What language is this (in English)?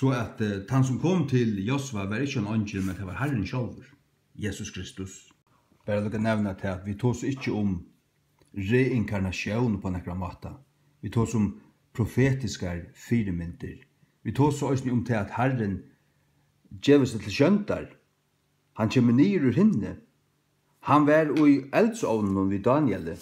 Faroese